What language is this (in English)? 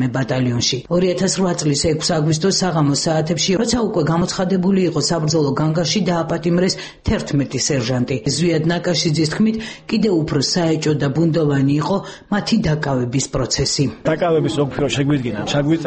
Georgian